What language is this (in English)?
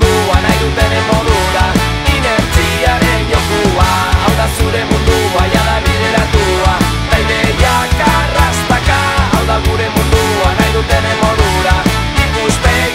Basque